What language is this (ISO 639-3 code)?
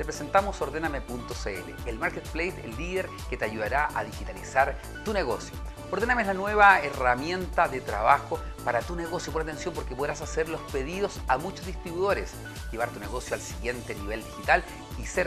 spa